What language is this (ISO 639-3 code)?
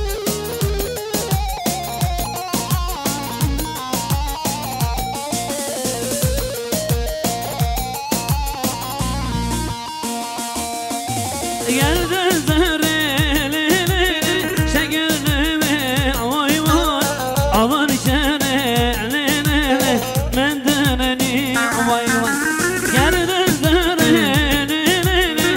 tur